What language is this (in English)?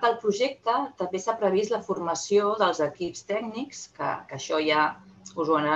Catalan